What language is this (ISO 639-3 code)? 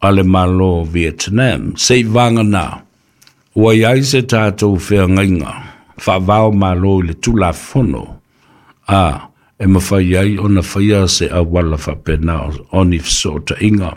smo